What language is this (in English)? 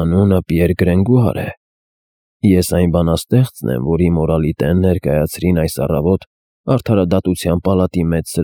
Armenian